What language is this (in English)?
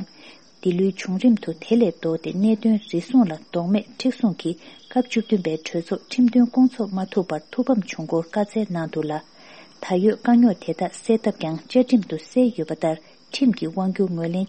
Tibetan